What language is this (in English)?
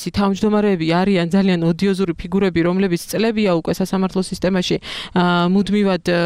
Georgian